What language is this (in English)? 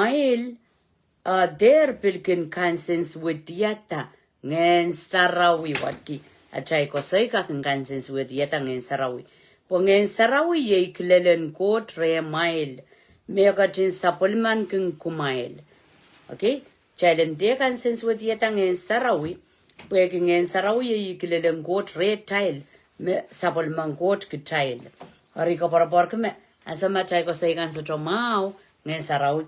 Pohnpeian